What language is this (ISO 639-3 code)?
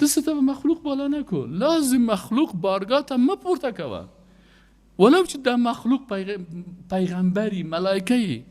fas